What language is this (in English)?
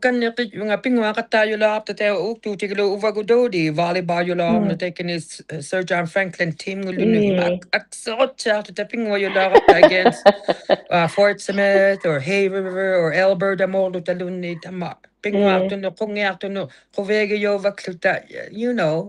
Inuktitut